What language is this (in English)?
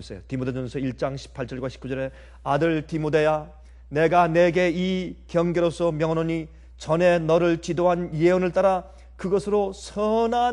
Korean